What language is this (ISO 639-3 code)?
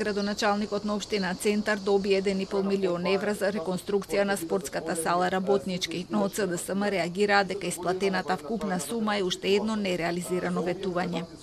mkd